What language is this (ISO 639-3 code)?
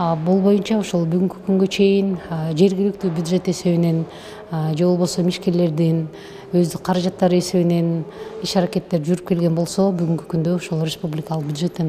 kir